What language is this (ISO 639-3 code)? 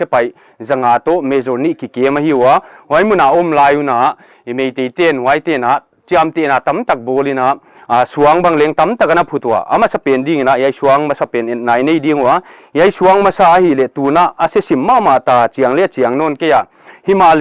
pck